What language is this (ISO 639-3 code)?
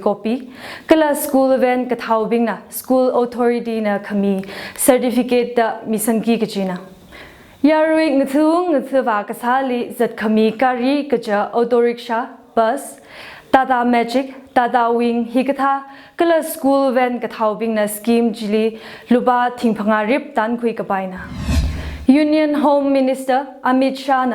nmf